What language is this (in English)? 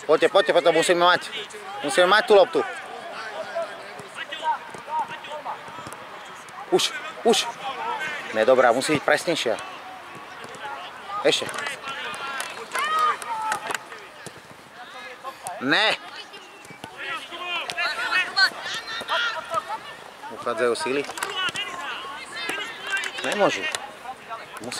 Slovak